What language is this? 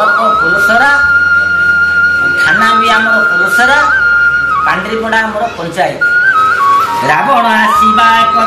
Odia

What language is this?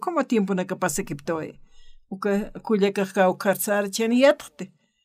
Aymara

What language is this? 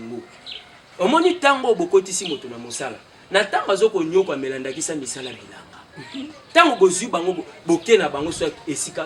Lingala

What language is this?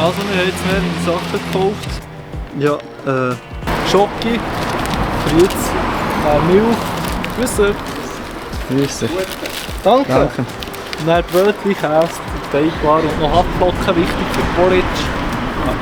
Swiss German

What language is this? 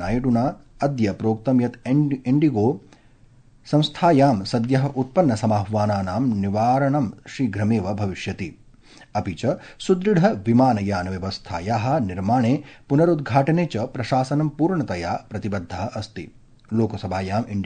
Sanskrit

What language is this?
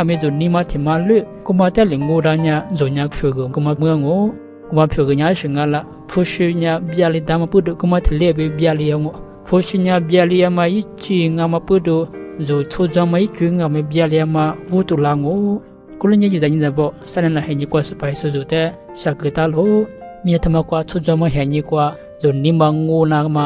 Lisu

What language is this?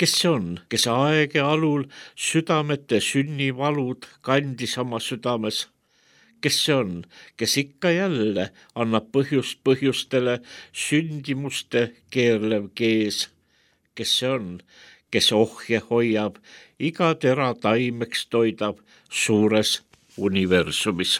Estonian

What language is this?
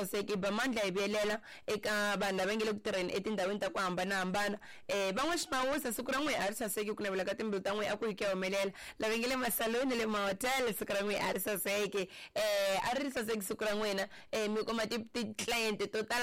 Tsonga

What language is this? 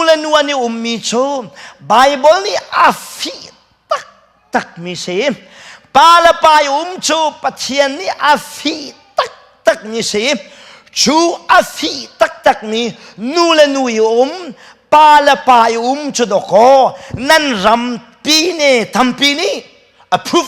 Hakha Chin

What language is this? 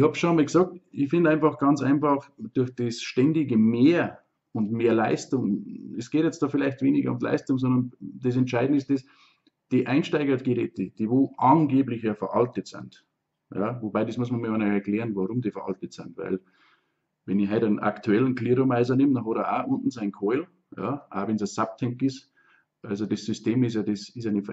Bavarian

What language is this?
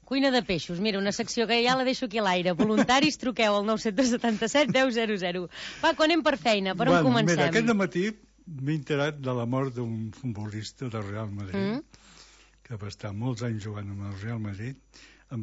Catalan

